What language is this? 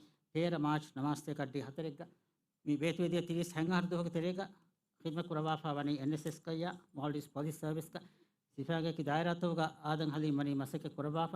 Divehi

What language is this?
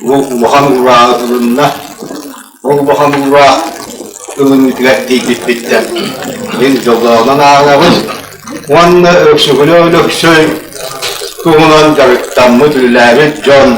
Yakut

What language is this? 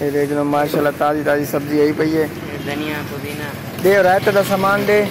Saraiki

